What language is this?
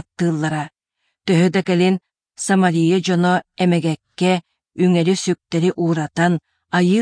Yakut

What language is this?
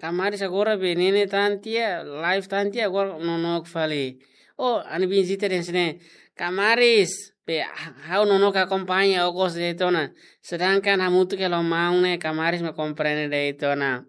Tetum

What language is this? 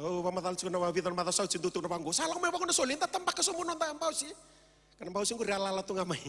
Fijian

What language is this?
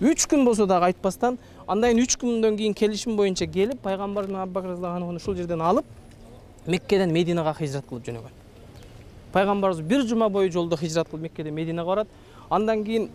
Kyrgyz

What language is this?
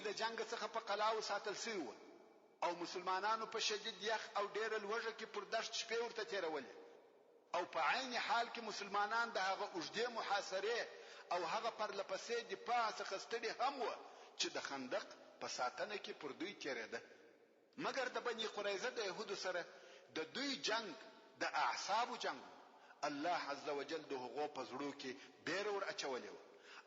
Pashto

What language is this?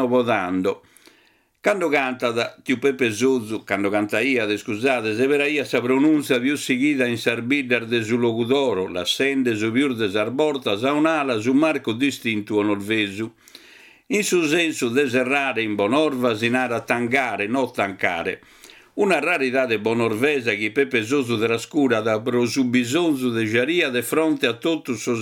Sardinian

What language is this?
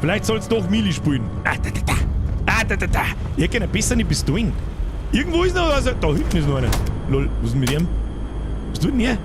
Bavarian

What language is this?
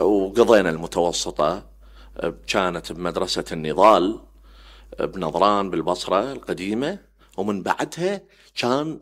Mesopotamian Arabic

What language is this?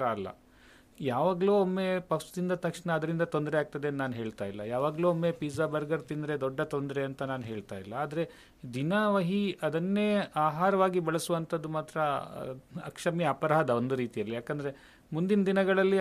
Kannada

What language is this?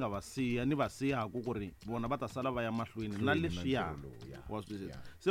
Tsonga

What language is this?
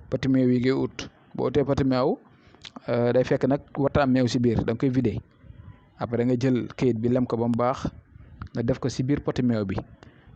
Wolof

